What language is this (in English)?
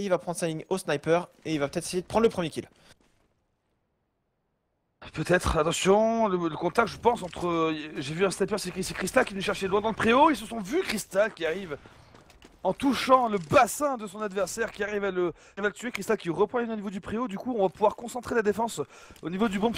French